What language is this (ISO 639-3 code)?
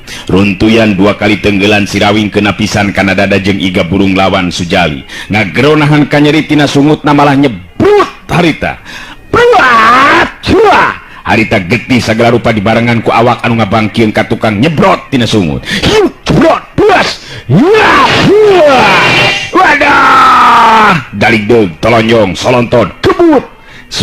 sun